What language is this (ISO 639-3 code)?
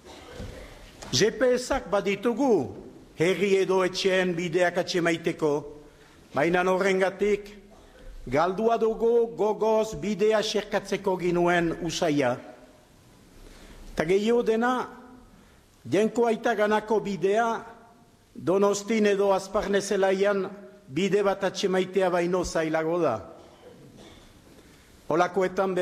eus